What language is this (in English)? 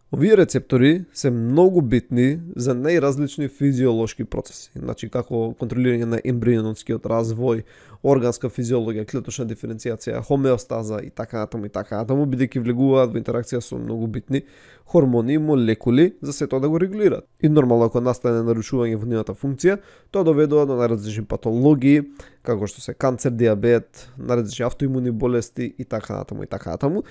Macedonian